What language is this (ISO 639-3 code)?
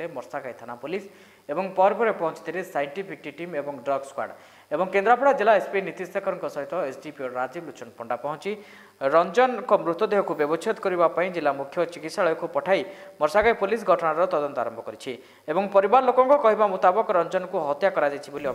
ori